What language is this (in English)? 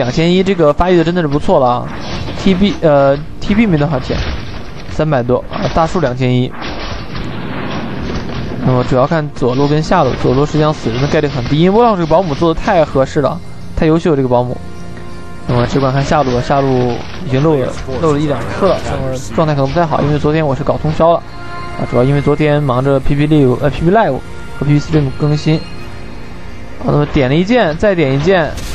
Chinese